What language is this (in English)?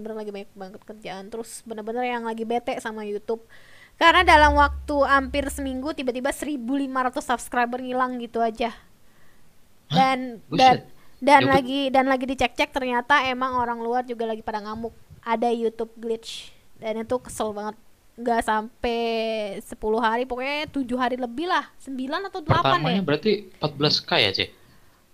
Indonesian